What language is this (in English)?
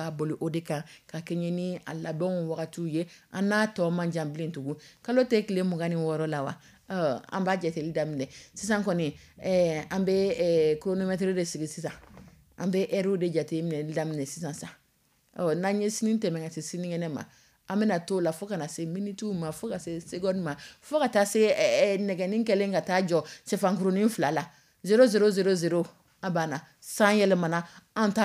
Dyula